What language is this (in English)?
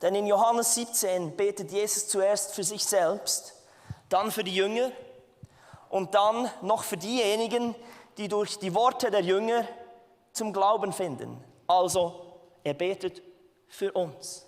Swiss German